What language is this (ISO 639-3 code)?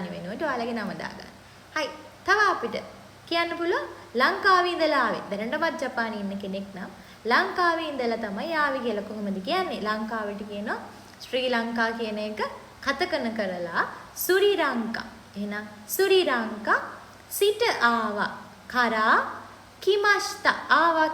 sin